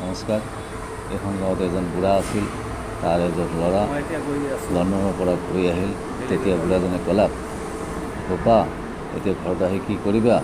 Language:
Assamese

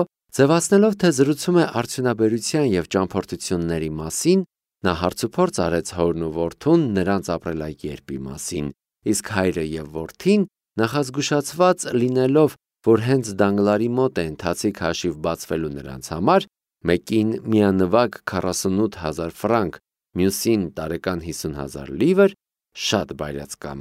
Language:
Armenian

